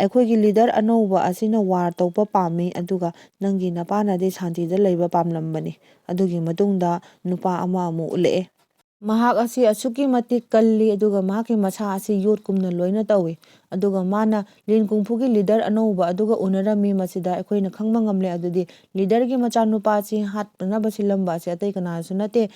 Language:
Manipuri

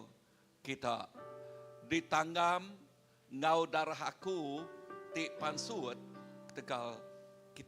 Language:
Iban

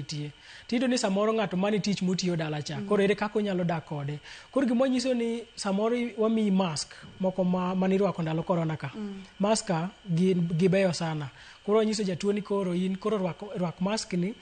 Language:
Luo (Kenya and Tanzania)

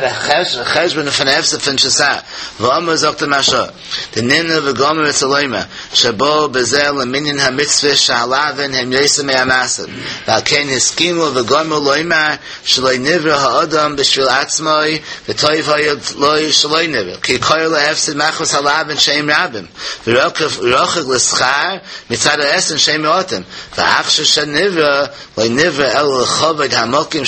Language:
Yiddish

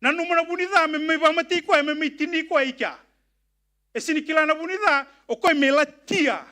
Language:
Fijian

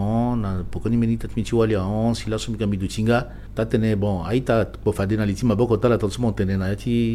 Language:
Sango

